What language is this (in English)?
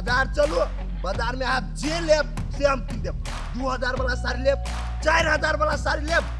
Maithili